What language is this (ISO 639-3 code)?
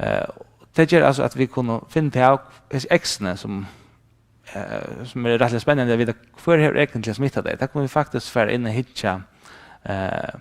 fao